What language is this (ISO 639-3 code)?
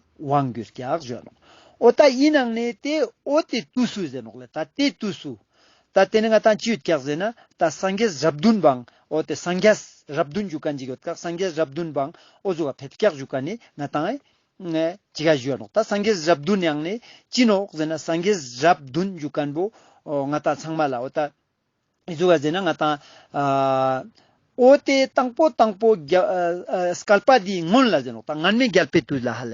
lbj